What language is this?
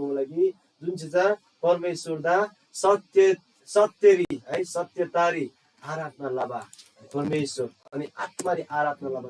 Eastern Tamang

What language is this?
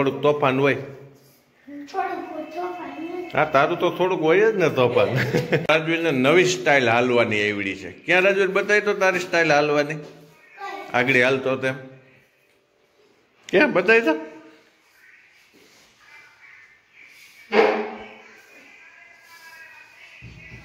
Gujarati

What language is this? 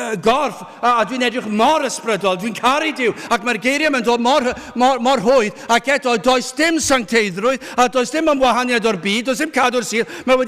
Welsh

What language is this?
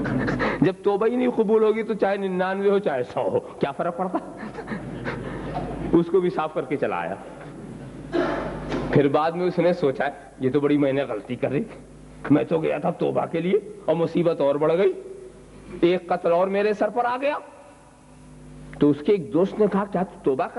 Urdu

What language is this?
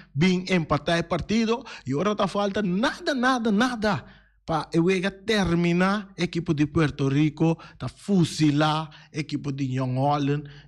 Papiamento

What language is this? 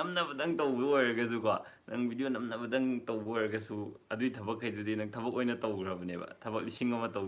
Manipuri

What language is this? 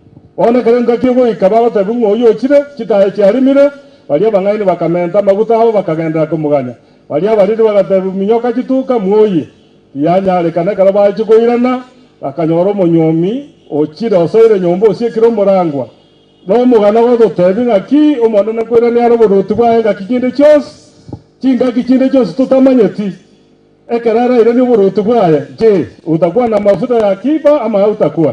Gusii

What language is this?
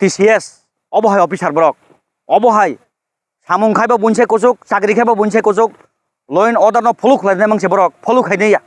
Kok Borok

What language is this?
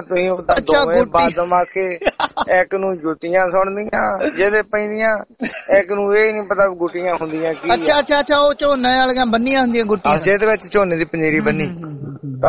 Punjabi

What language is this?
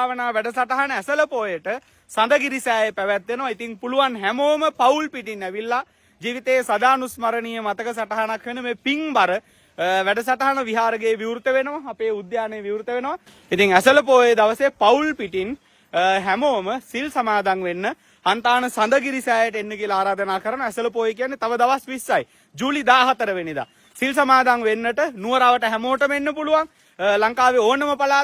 Sinhala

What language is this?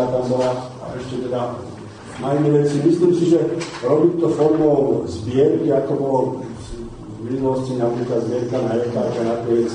Slovak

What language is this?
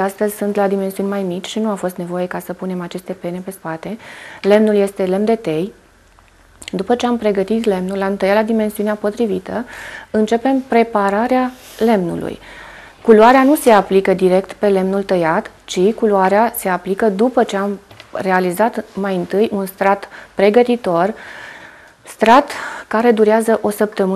Romanian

